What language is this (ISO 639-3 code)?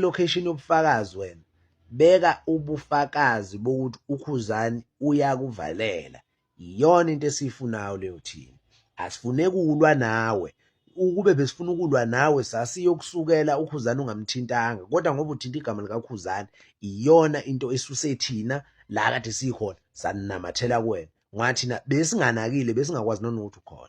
zul